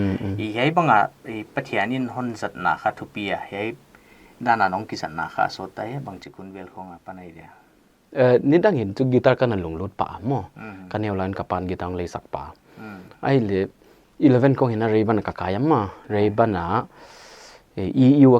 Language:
Paite Chin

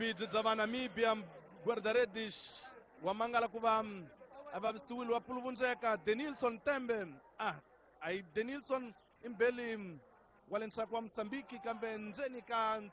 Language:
Tsonga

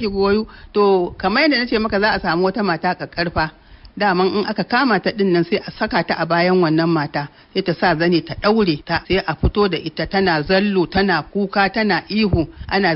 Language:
Hausa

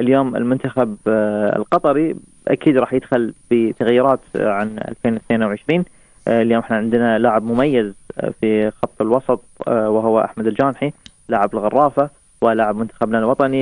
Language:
North Levantine Arabic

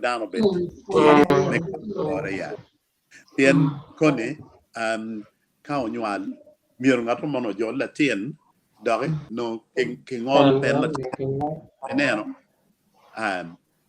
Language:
Acoli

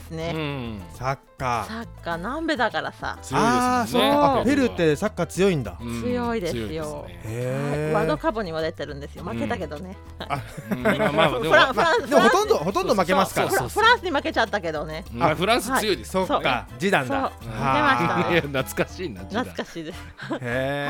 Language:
Japanese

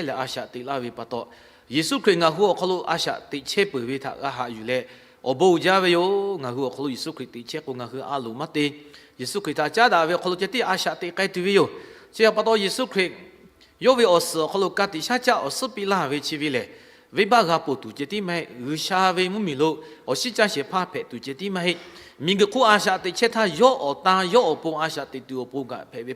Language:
Lahu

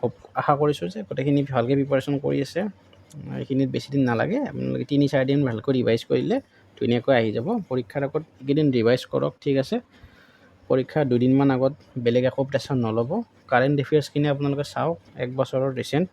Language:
Assamese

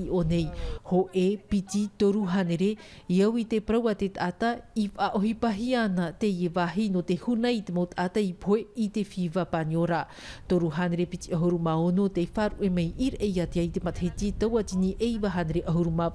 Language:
Tahitian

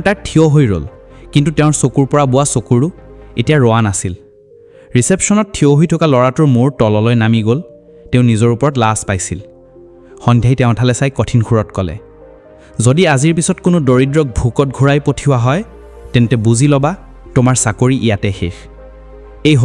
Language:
Assamese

